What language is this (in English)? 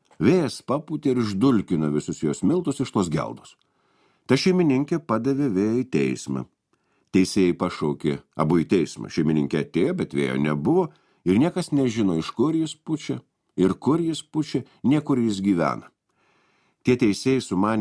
Lithuanian